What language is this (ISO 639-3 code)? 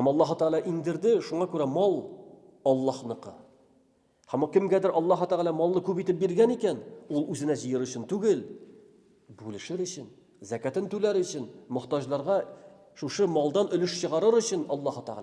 tat